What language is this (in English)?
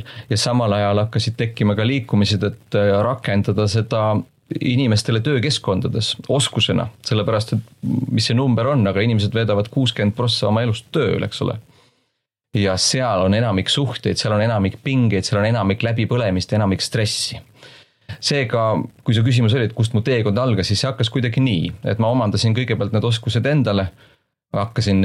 Estonian